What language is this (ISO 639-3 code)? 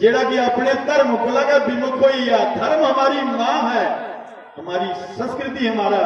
doi